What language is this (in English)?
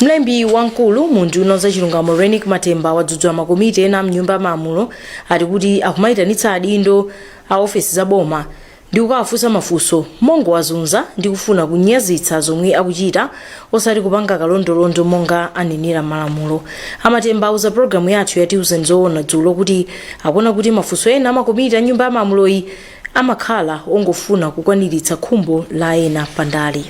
Nyanja